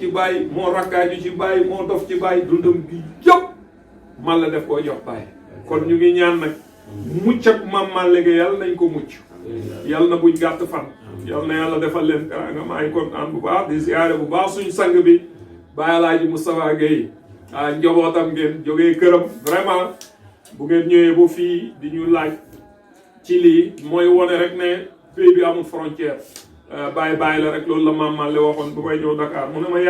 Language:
Wolof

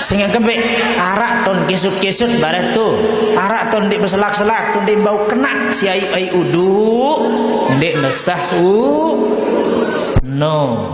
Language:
Sasak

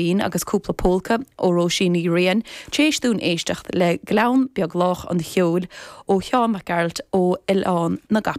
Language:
Irish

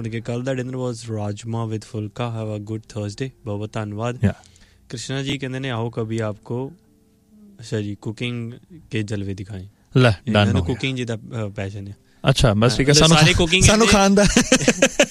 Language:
Punjabi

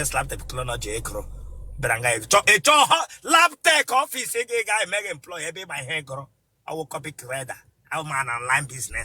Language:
Igbo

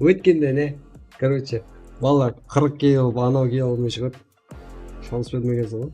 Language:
Kara-Kalpak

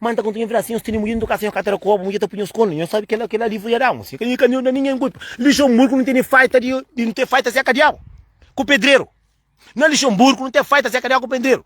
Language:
Kabuverdianu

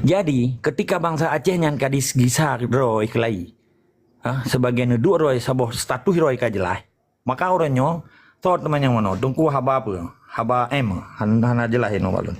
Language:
Achinese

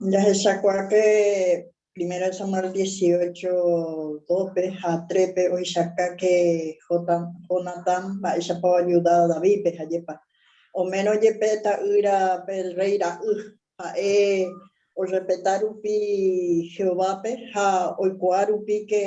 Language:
Guarani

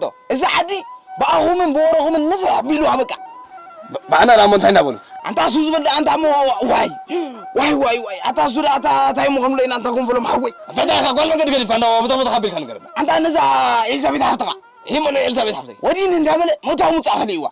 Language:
Tigrinya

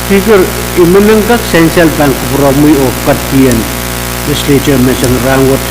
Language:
Pohnpeian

